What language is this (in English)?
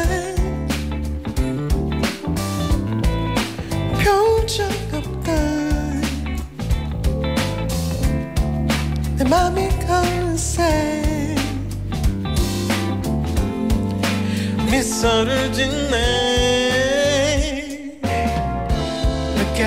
Korean